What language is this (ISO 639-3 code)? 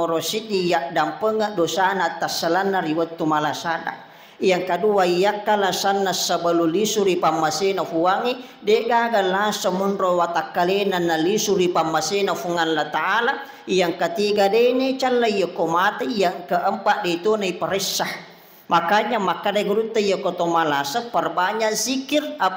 bug